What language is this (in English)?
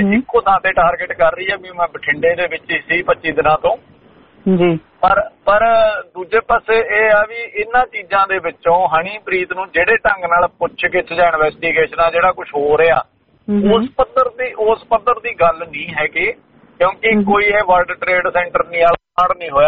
Punjabi